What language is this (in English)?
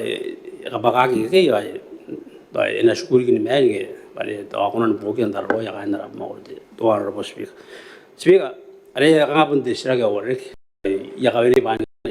Gilbertese